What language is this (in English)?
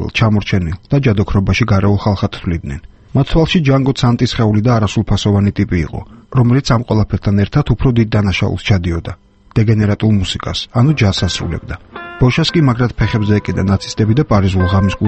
Georgian